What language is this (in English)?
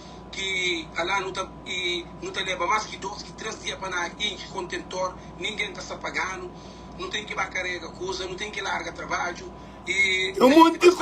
Kabuverdianu